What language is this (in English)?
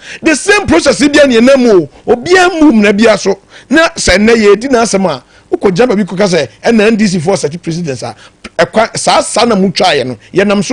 Akan